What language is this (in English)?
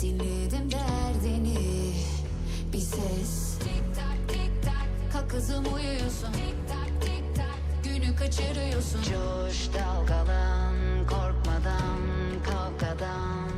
Kara-Kalpak